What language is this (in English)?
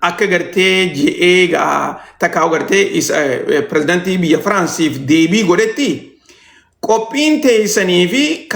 Oromo